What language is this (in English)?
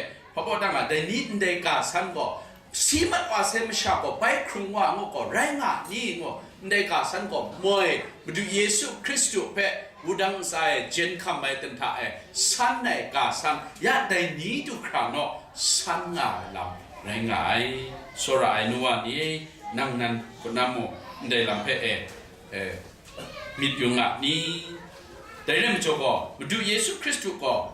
Kachin